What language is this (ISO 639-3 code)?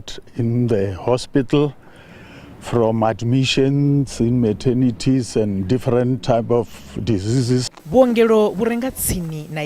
ven